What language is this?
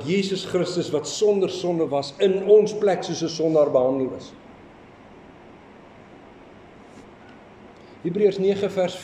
Afrikaans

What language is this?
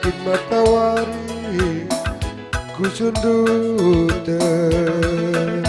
Batak Karo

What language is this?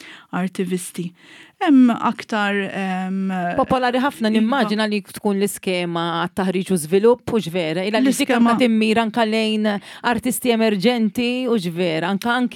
Maltese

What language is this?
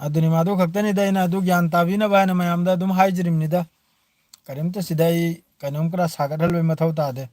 Manipuri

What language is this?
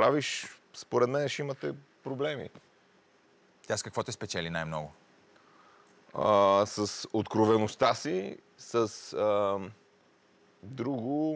Bulgarian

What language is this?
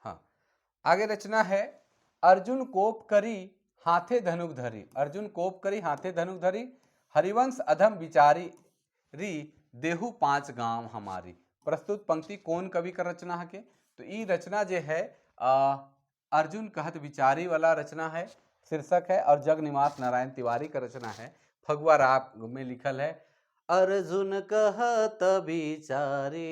Sadri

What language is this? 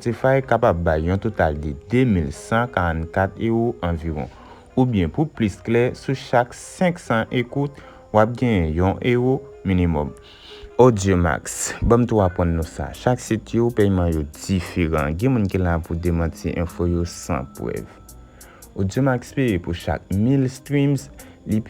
Haitian Creole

